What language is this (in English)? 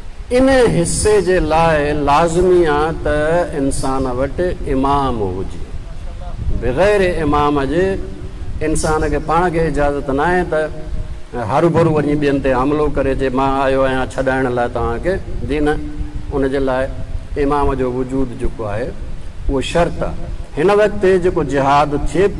Sindhi